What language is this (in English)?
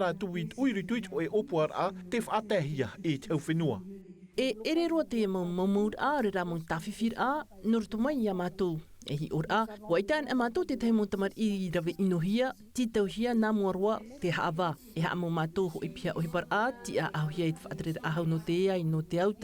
Tahitian